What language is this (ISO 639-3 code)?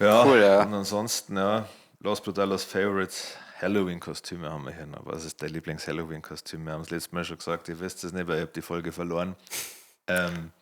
bar